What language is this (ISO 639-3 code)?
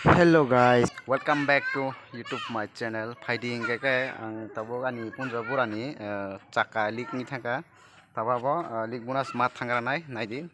trp